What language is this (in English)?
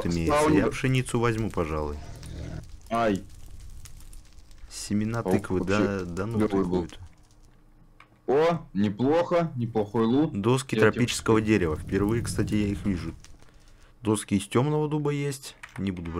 Russian